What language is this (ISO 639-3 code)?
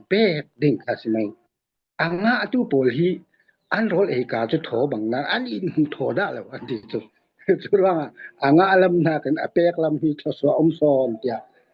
cfm